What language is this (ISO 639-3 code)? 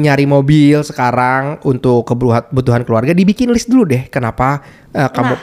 ind